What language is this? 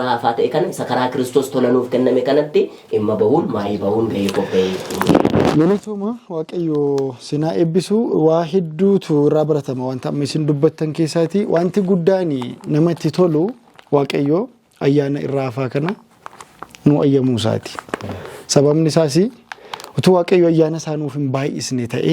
Oromo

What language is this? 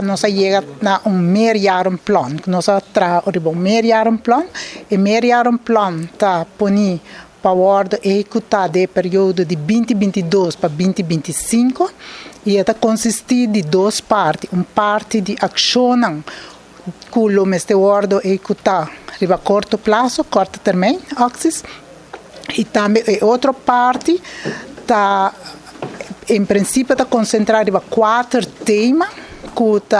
Papiamento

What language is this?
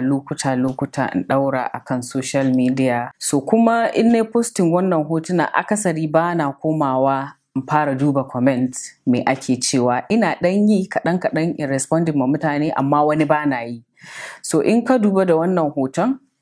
Hausa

